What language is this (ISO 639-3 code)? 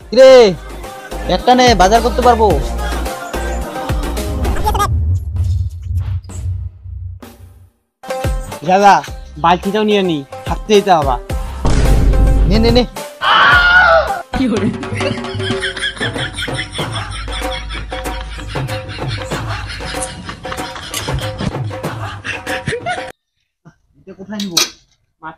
ben